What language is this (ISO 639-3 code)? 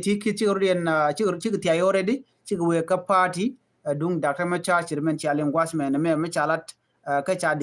nus